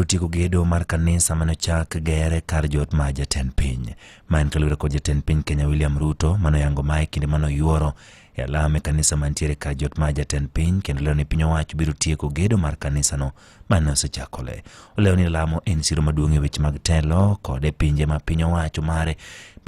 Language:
Luo (Kenya and Tanzania)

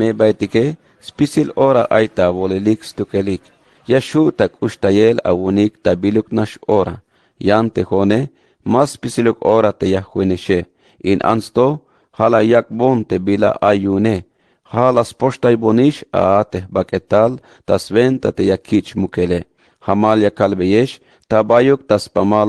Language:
Tzeltal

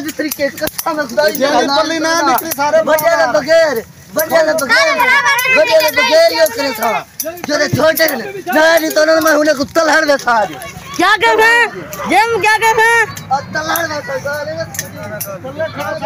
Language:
Saraiki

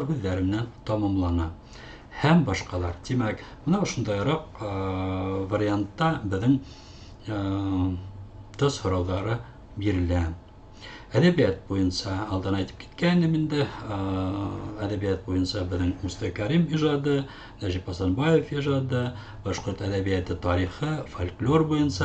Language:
Bashkir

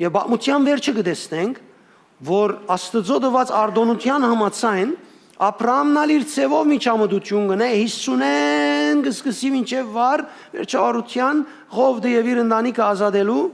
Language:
Western Armenian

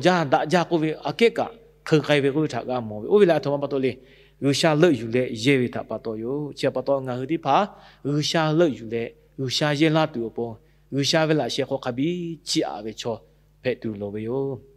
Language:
Lahu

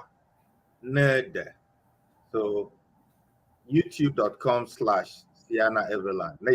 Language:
Ewe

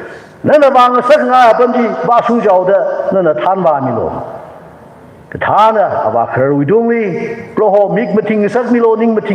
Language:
Tangkhul Naga (India)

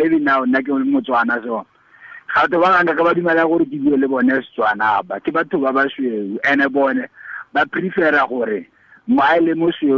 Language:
Tswana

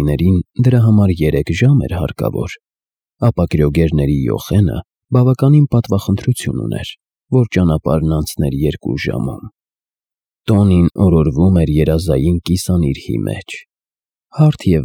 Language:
Armenian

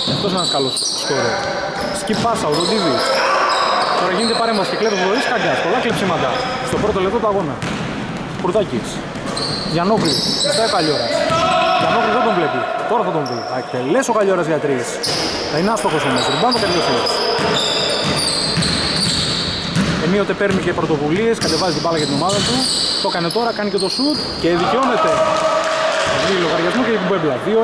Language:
Greek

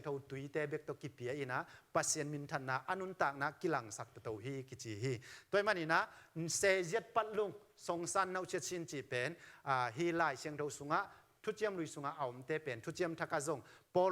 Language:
Tedim Chin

